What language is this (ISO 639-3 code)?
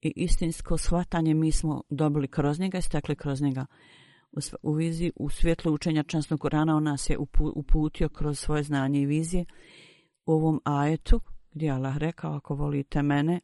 bos